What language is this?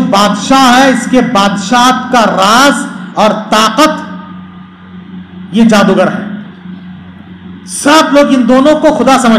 Urdu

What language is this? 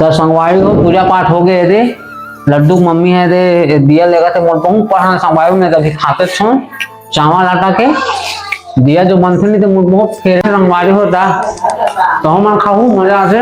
Chhattisgarhi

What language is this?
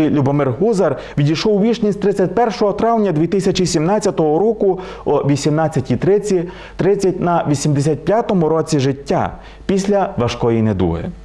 Ukrainian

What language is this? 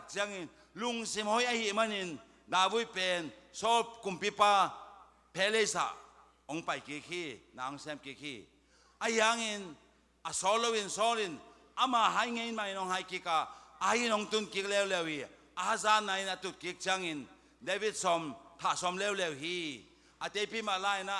Tedim Chin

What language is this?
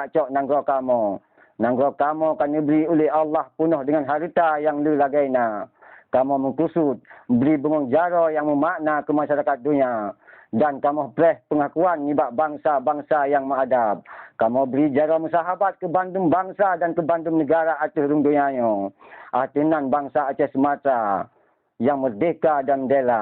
Achinese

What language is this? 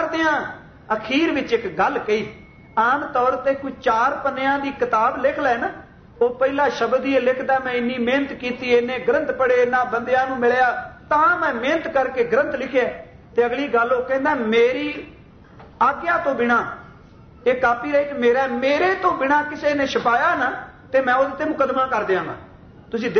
Punjabi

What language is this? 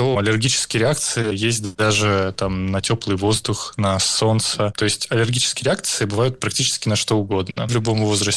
Russian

